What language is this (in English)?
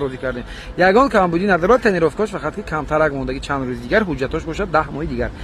Tajik